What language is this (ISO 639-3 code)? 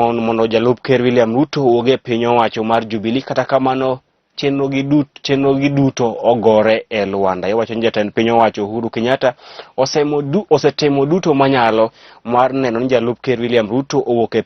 luo